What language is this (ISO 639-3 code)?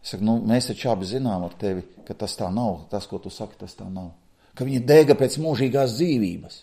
lav